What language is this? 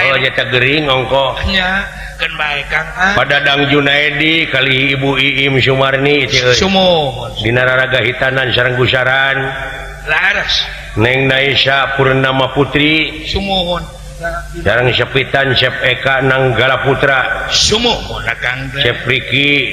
Sundanese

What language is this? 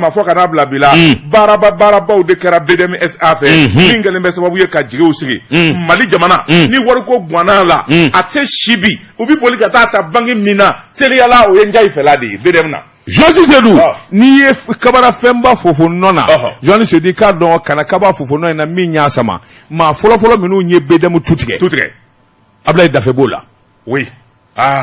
Bambara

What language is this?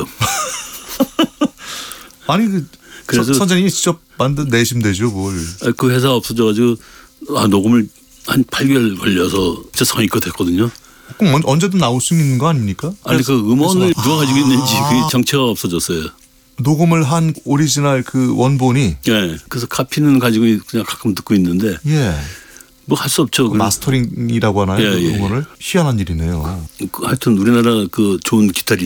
Korean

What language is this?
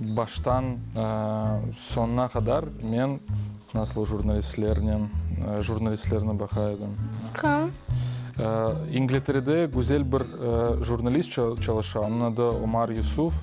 Crimean Tatar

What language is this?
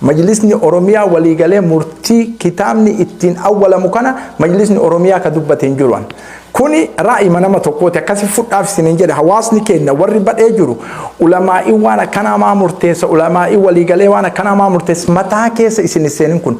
Oromo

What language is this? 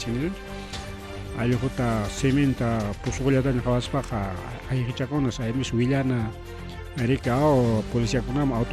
Ayacucho Quechua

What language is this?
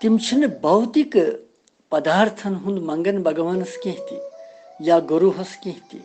Kashmiri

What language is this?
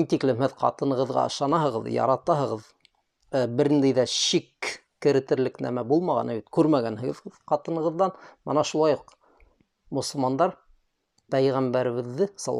Bashkir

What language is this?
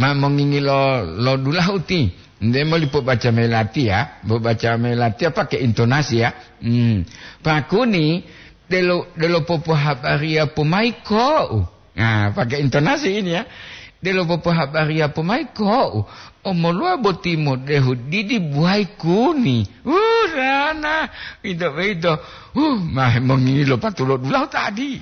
Gorontalo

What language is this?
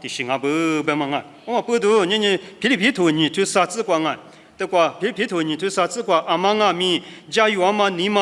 Lisu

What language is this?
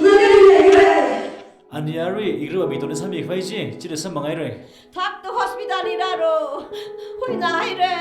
Tangkhul Naga (India)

